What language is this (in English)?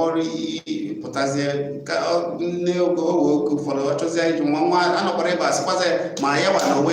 Igbo